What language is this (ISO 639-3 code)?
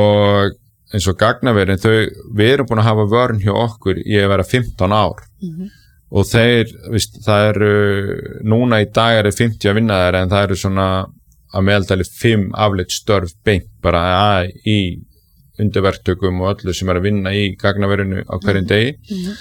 isl